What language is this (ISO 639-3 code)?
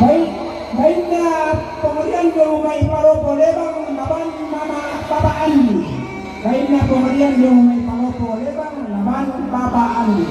sda